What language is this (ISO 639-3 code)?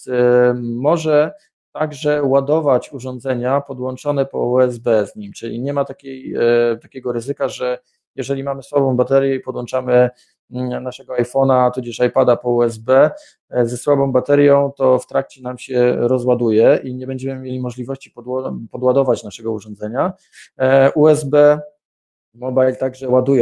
pol